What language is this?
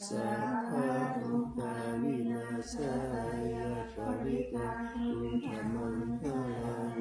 Pali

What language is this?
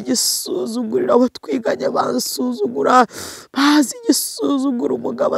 Kinyarwanda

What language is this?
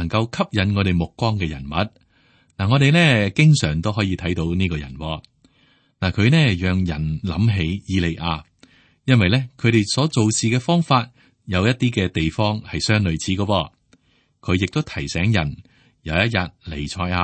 Cantonese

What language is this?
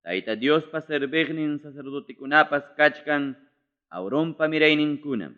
Ayacucho Quechua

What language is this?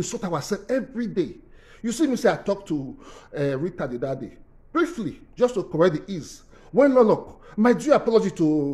Nigerian Pidgin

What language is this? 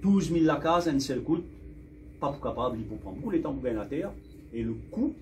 Morisyen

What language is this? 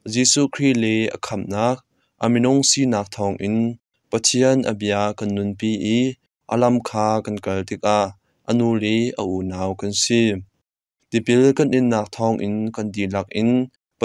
Hakha Chin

